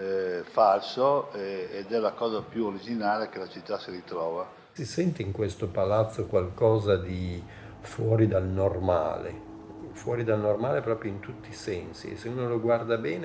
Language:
Italian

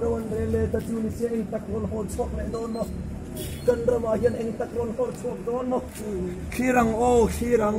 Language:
Mizo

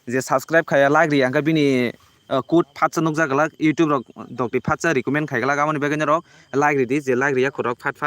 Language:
Kok Borok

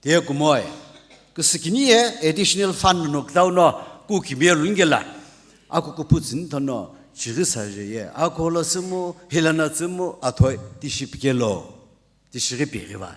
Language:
Sumi Naga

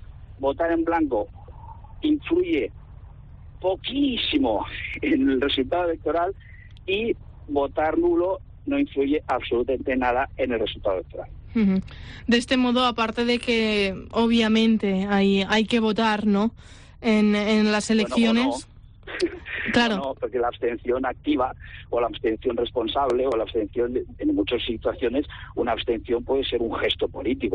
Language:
Spanish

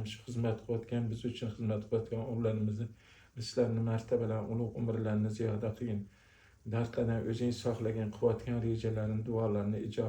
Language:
Uzbek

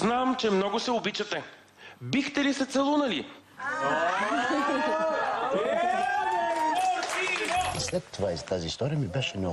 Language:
Bulgarian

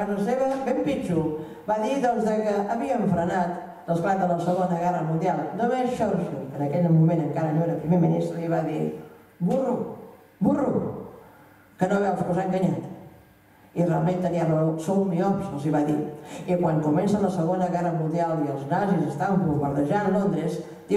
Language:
Catalan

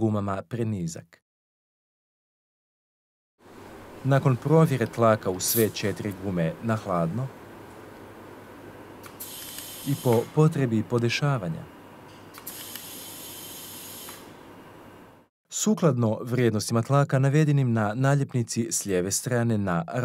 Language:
Croatian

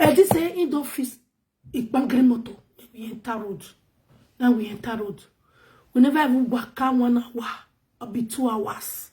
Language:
Nigerian Pidgin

